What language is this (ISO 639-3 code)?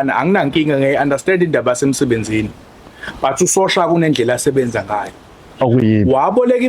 zul